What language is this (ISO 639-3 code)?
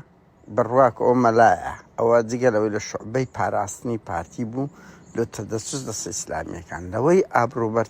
ckb